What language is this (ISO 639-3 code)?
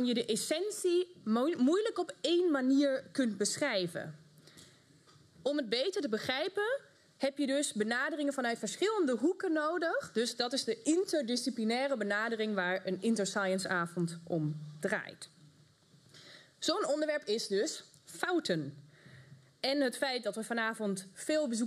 nld